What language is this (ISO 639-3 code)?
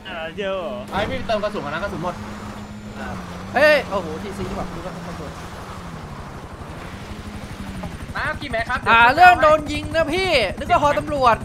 tha